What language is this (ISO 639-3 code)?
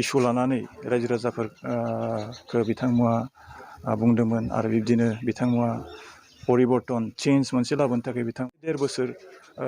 brx